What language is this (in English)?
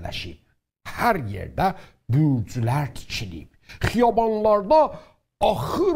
South Azerbaijani